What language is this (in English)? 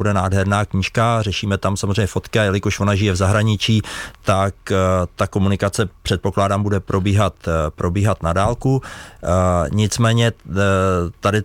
Czech